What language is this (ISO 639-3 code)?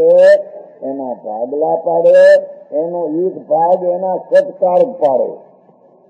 guj